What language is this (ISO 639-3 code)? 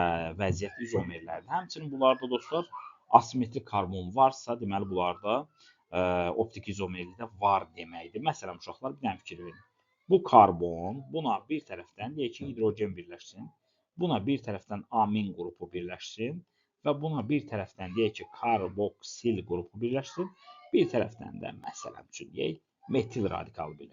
aze